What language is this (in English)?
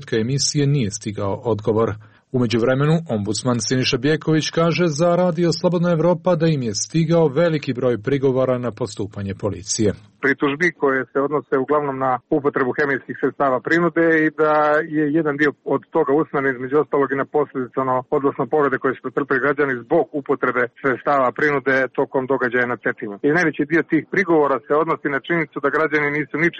Serbian